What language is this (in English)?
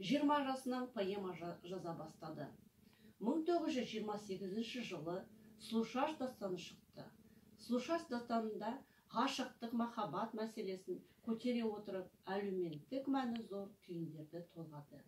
Kazakh